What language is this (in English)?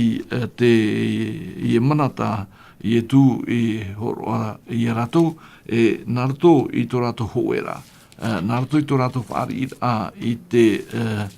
Tahitian